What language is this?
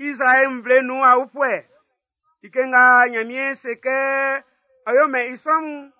Baoulé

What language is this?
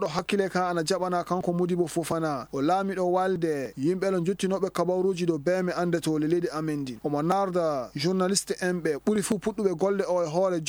Maasina Fulfulde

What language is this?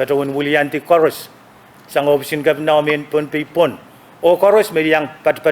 Pohnpeian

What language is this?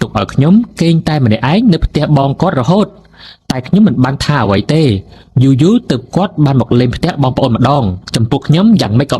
Khmer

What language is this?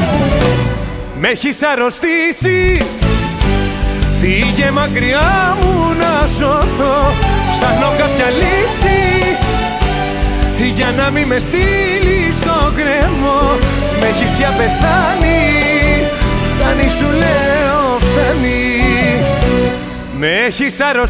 Greek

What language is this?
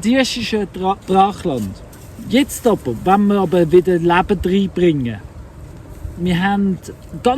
Swiss German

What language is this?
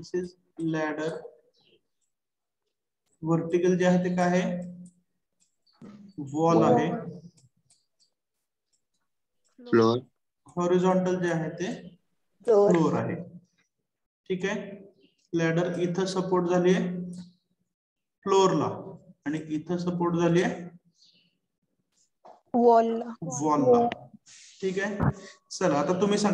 Marathi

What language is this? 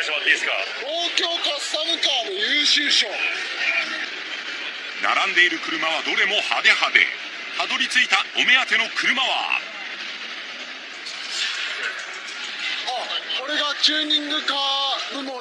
Japanese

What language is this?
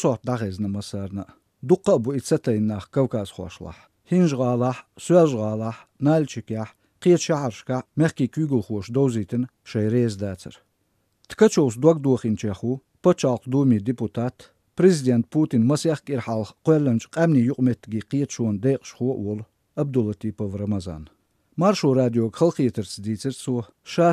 Chechen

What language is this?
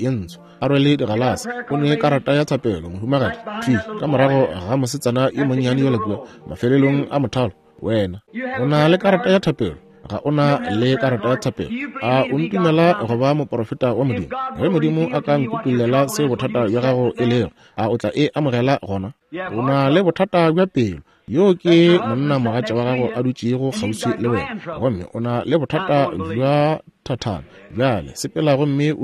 Northern Sotho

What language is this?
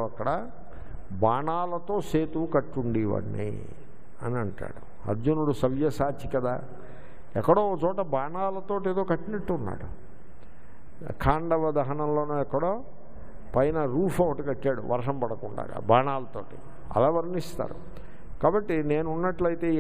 Telugu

